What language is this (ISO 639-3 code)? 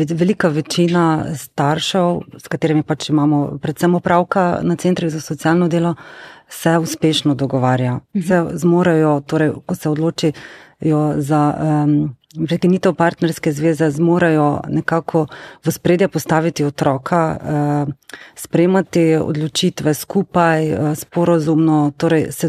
slv